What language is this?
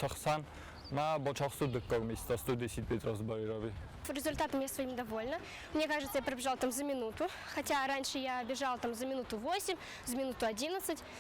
Ossetic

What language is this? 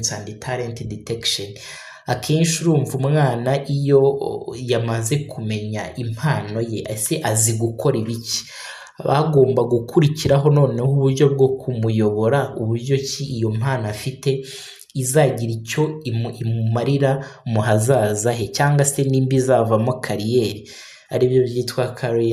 Kinyarwanda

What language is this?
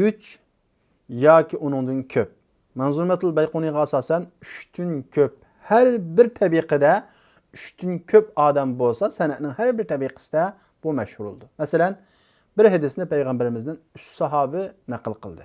Uyghur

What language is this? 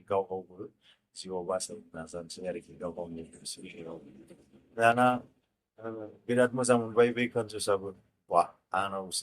Bodo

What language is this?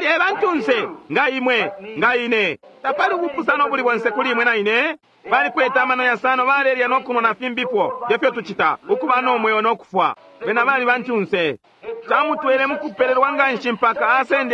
Bemba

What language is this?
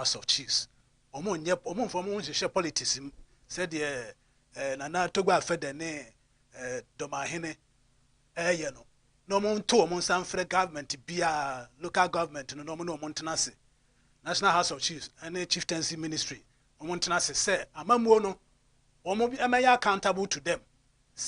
Akan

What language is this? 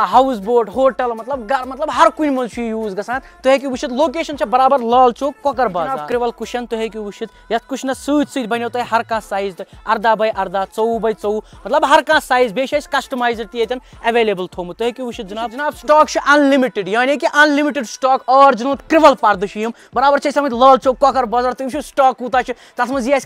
Kashmiri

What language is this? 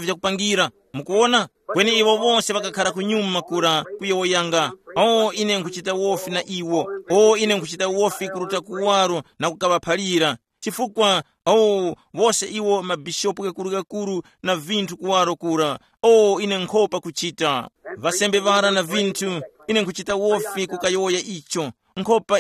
Tumbuka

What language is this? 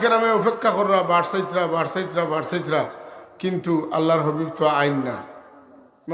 Sylheti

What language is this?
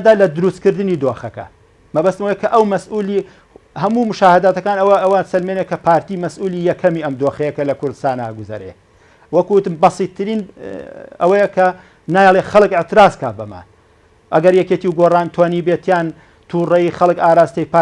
Central Kurdish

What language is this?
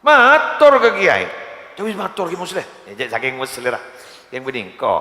Madurese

